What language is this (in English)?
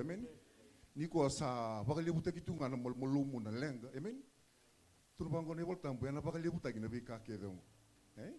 Fijian